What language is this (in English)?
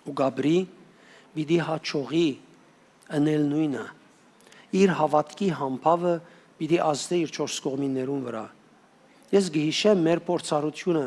Western Armenian